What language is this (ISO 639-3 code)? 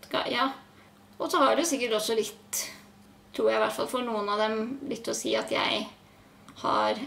nor